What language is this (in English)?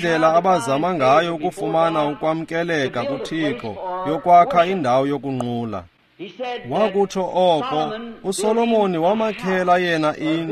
Xhosa